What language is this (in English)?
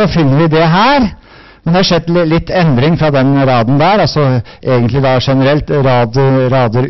Norwegian